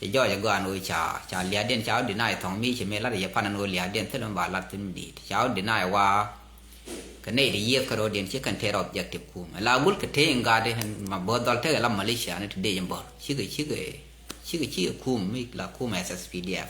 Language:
Nuer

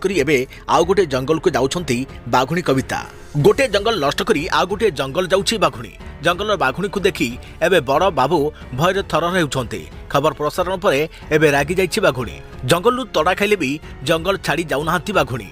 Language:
Odia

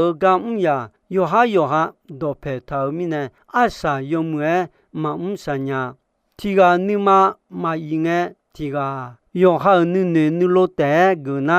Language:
Akha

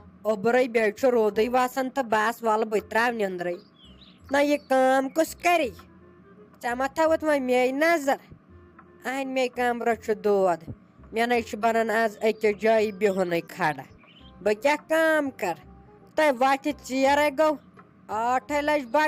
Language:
Kashmiri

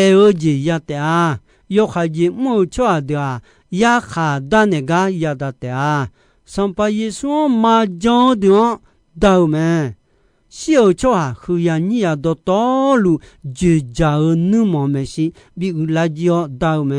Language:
Akha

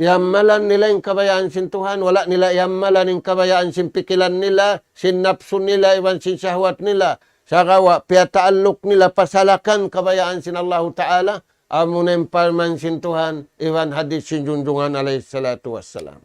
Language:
Tausug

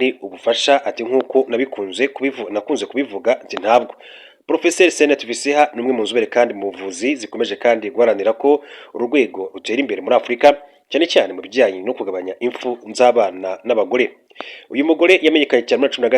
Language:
Kinyarwanda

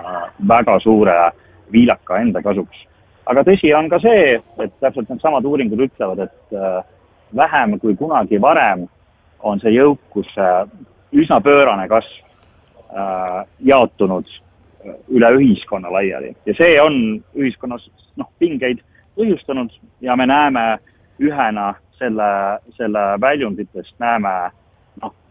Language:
Estonian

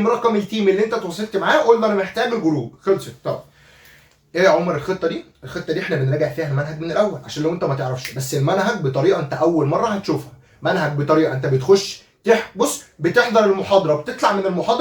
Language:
Egyptian Arabic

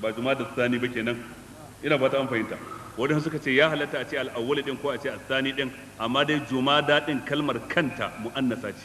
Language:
Hausa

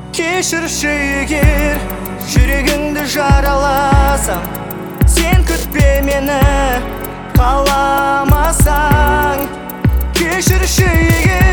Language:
Kazakh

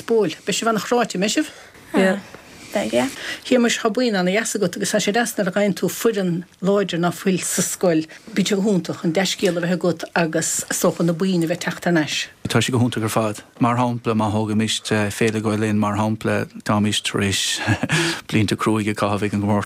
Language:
Irish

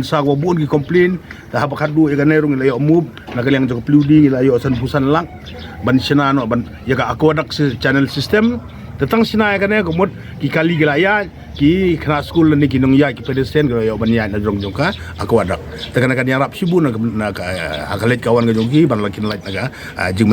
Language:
Khasi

